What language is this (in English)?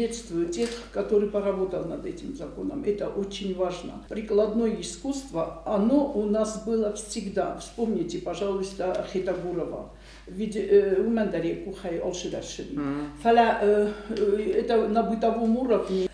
Ossetic